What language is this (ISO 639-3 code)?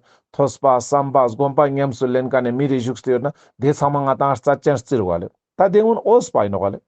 lbj